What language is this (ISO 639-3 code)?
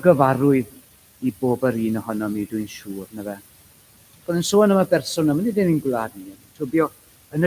cym